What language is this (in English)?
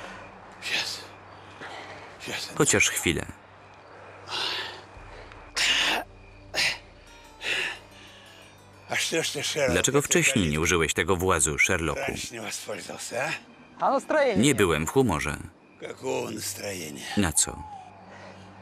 Polish